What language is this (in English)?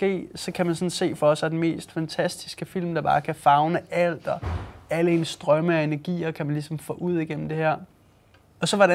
Danish